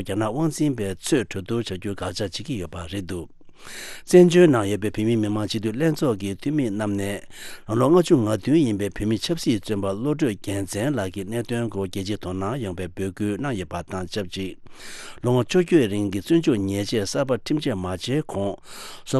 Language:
Tibetan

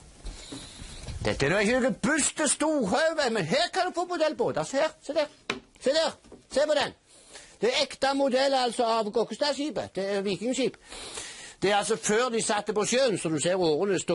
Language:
Norwegian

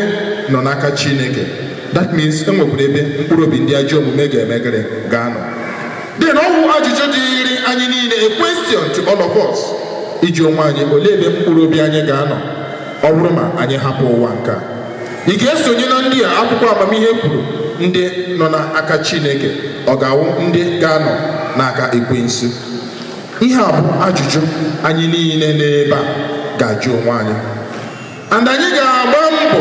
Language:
Igbo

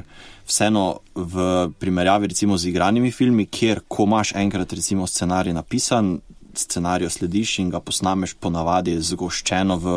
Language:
Slovenian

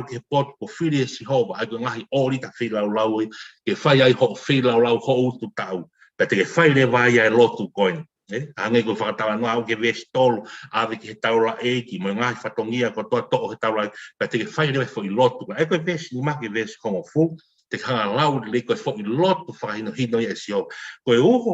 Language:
Tongan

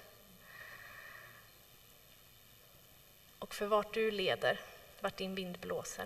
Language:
Swedish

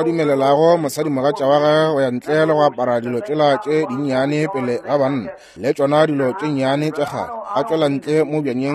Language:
Northern Sotho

